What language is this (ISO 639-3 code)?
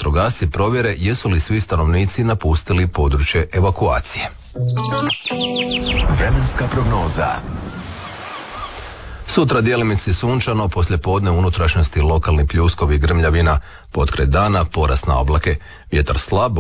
hrv